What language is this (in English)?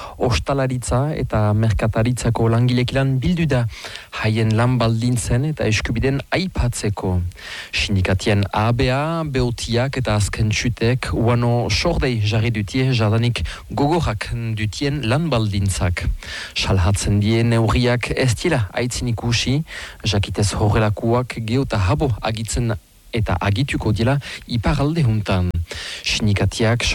Basque